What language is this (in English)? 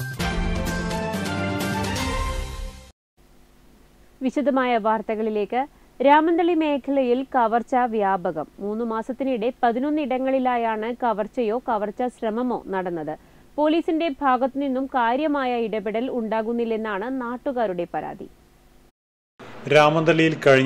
Malayalam